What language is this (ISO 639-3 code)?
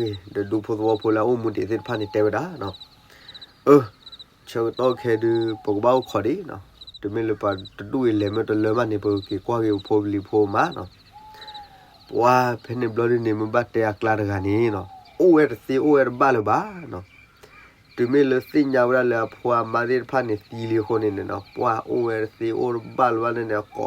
ksw